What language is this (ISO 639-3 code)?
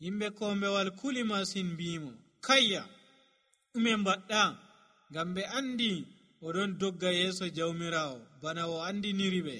fuv